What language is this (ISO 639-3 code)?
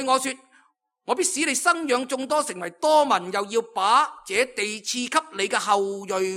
yue